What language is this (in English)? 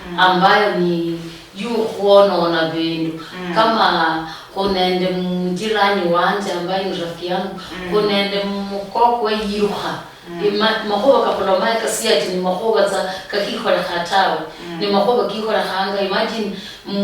Luyia